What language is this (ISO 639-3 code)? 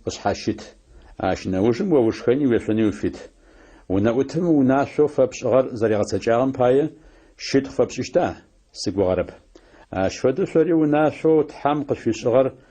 ady